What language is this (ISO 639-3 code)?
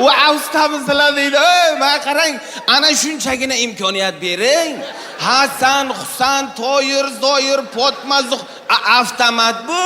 uzb